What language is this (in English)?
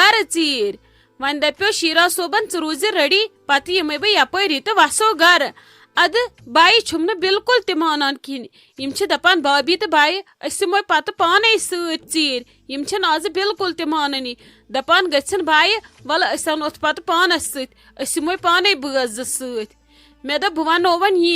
Kashmiri